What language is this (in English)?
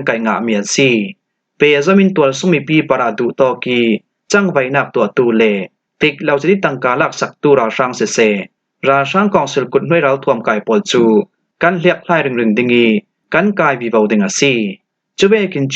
Falam Chin